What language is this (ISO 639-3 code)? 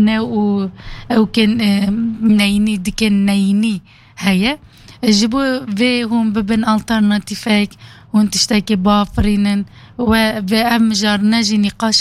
kur